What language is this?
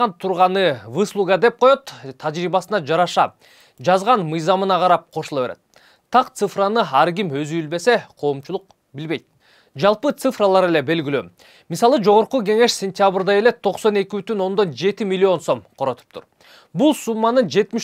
Kyrgyz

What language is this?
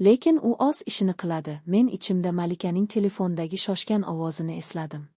Uzbek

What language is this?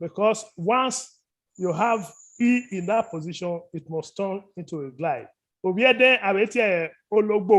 Bini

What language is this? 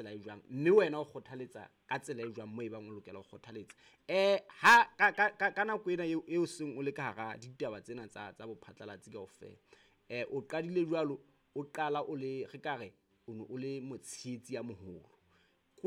Southern Sotho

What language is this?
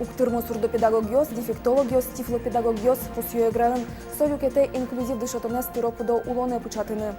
Udmurt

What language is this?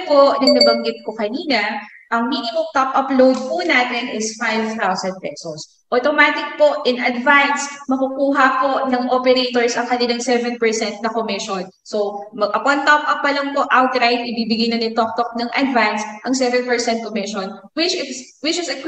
Filipino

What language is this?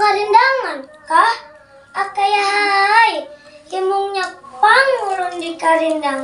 Banjar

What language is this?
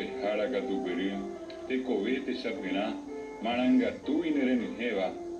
Guarani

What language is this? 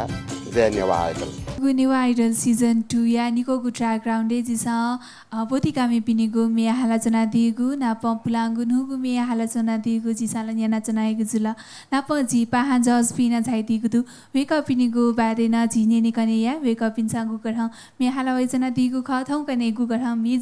Newari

